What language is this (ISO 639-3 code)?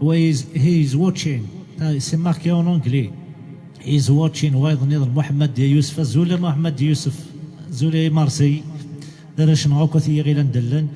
kab